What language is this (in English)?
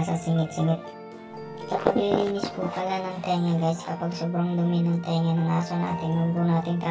Filipino